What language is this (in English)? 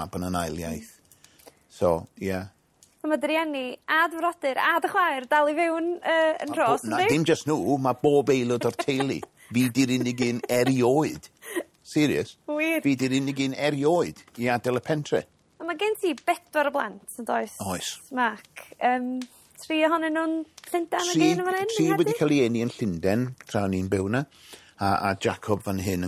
Welsh